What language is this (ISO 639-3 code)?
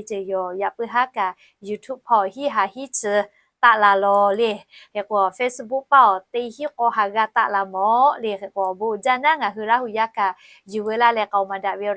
lhu